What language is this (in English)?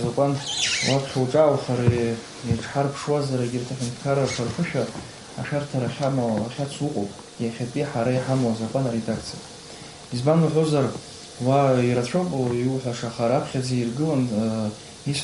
Abkhazian